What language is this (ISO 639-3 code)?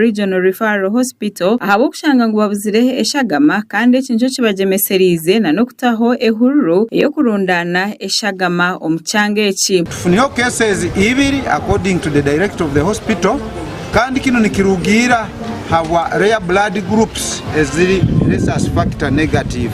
nyn